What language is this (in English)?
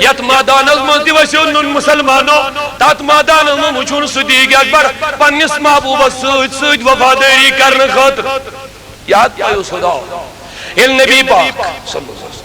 Kashmiri